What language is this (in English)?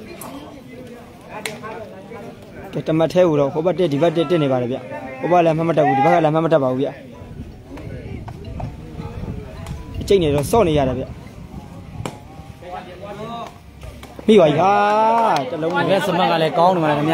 Burmese